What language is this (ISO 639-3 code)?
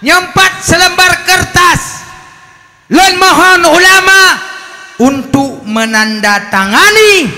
ace